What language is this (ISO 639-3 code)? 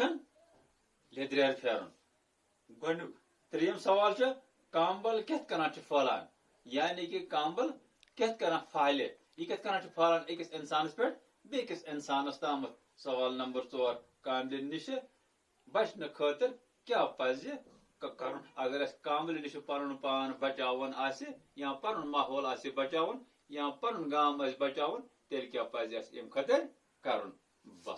kas